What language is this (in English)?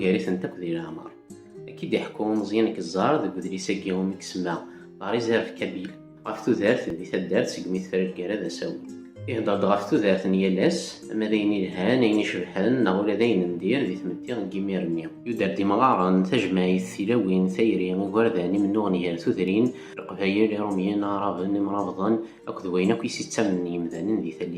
Kabyle